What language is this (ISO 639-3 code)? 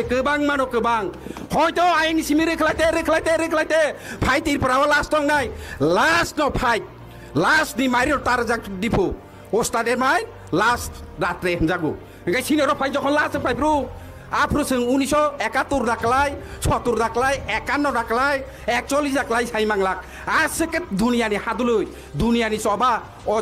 trp